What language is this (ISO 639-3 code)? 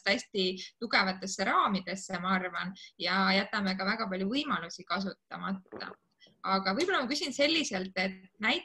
est